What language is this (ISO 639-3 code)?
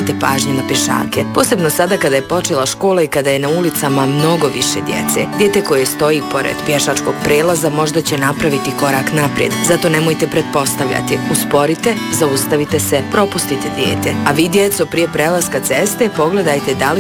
bos